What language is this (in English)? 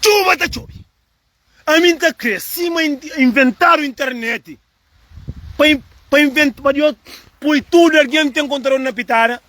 Kabuverdianu